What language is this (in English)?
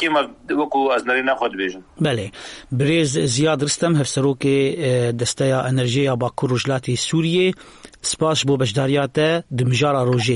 Kurdish